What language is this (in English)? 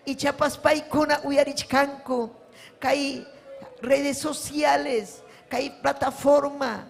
Ayacucho Quechua